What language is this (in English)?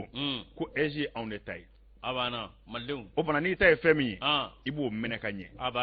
Bambara